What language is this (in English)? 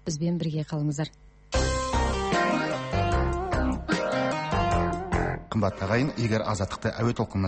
Kazakh